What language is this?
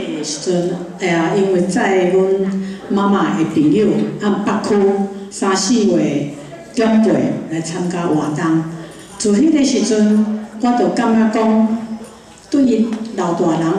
Min Nan Chinese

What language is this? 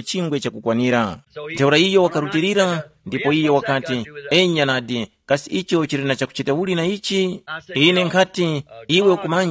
Tumbuka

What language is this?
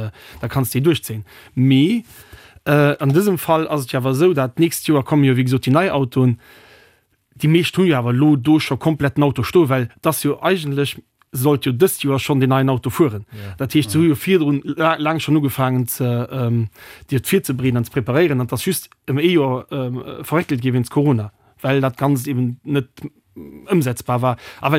Luxembourgish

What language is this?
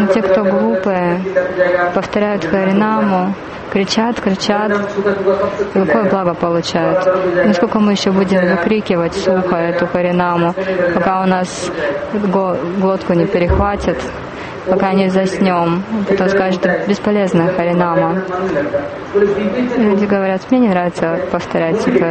Russian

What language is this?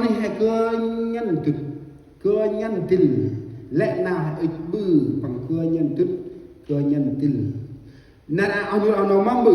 Central Mnong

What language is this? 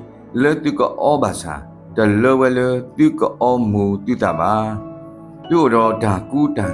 S'gaw Karen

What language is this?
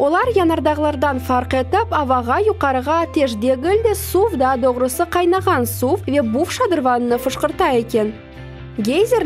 Crimean Tatar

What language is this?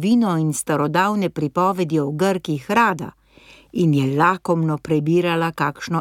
Slovenian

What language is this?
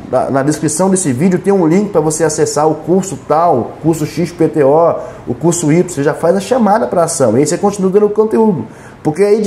Portuguese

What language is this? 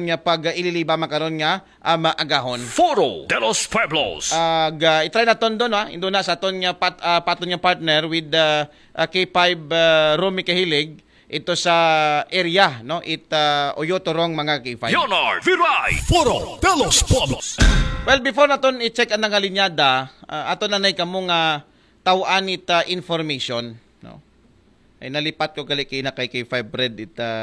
Aklanon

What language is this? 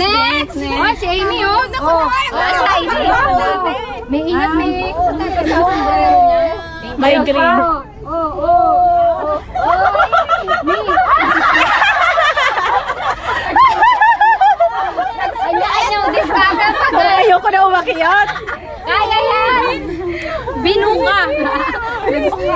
Filipino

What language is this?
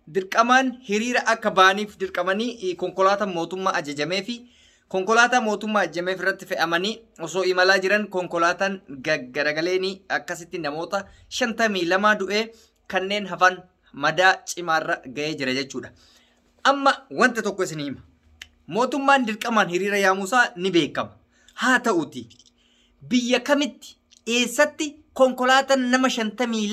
Oromo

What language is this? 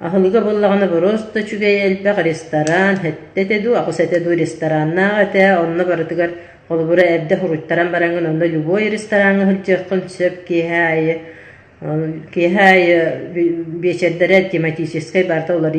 Yakut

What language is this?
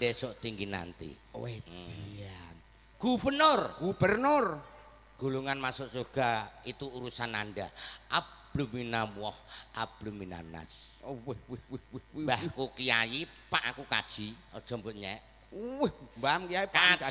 Javanese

